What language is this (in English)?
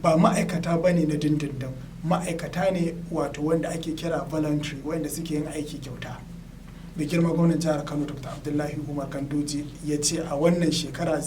Hausa